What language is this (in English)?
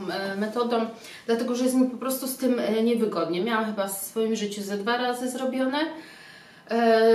Polish